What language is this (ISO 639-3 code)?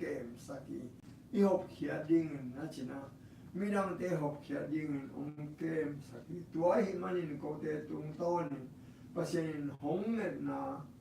ctd